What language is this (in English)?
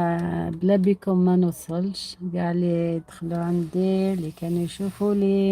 Algerian Arabic